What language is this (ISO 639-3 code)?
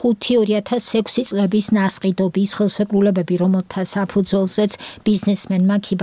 kat